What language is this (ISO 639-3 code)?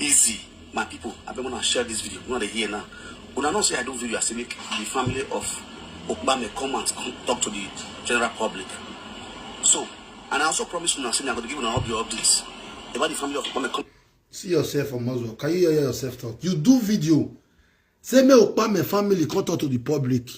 pcm